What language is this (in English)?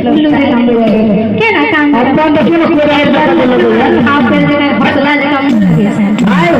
Maithili